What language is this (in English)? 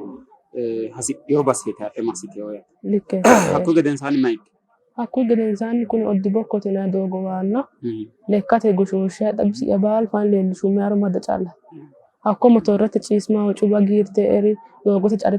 Sidamo